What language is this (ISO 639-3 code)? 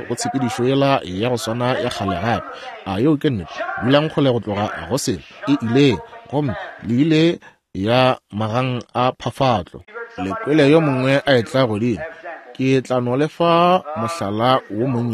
nso